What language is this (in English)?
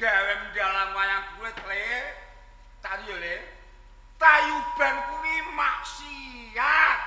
Javanese